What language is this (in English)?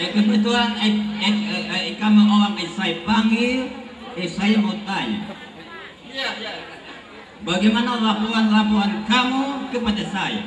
Betawi